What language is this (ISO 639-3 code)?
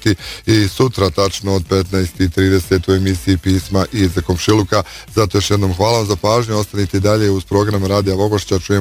bos